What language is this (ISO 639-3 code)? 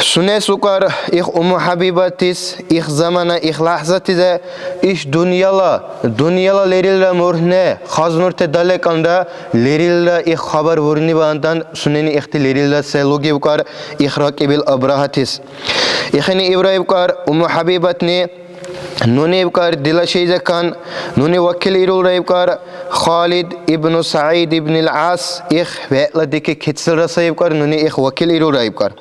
dar